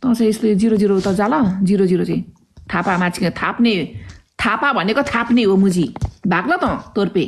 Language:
Nepali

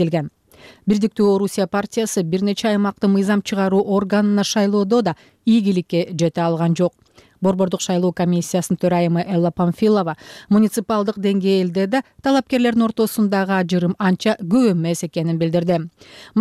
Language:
Kyrgyz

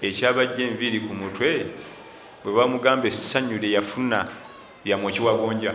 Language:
Ganda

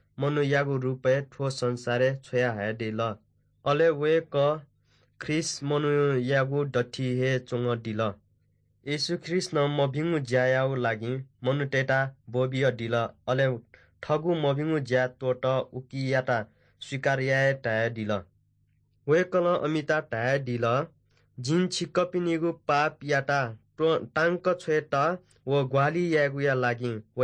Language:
Newari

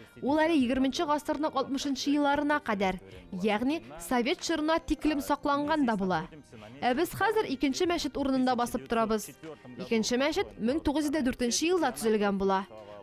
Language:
Tatar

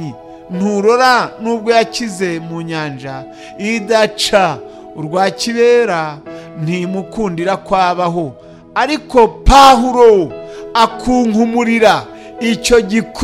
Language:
Kinyarwanda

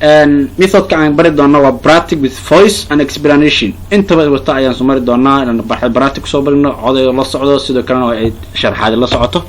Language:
Somali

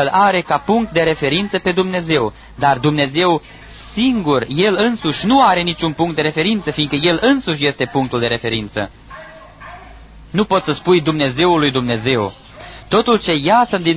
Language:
Romanian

